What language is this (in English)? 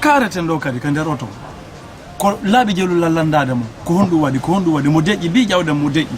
Pular